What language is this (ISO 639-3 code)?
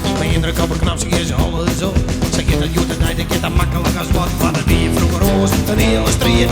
fry